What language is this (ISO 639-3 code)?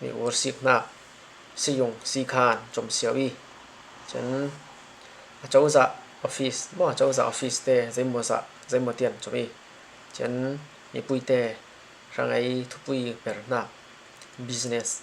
cfm